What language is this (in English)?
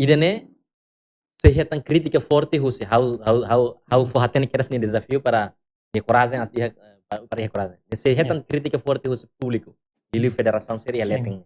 Tetum